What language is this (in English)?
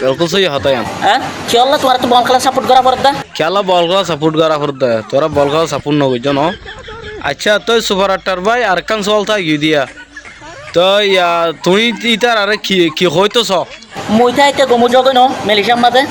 Rohingya